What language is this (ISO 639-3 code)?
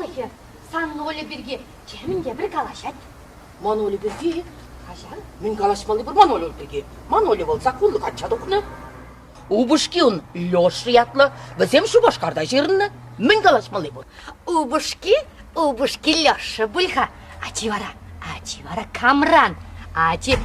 chv